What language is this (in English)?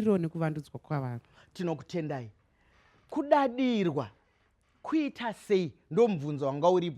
Shona